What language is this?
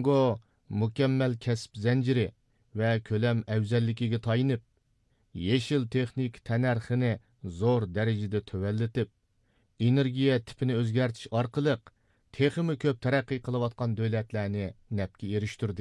Uyghur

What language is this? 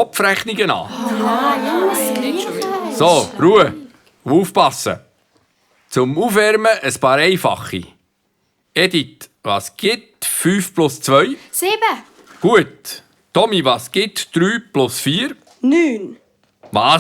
Swiss German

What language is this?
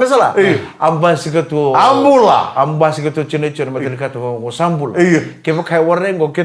Fijian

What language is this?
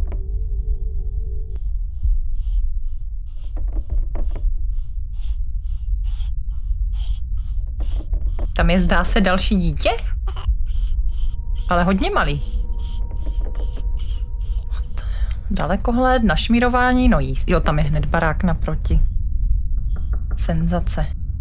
Czech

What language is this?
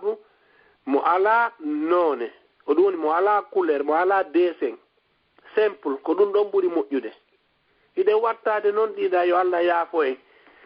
Fula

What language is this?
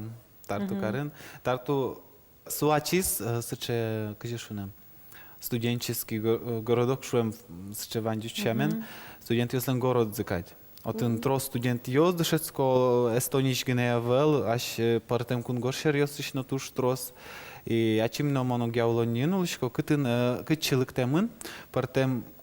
Udmurt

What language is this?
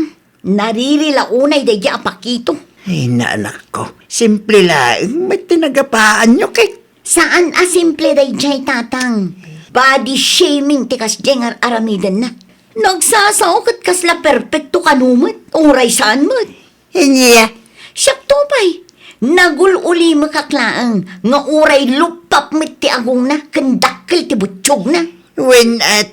Iloko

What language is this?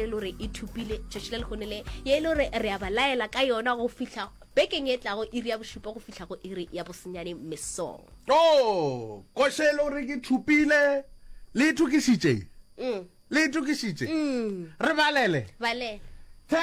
Northern Sotho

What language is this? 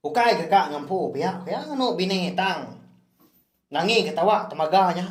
Iban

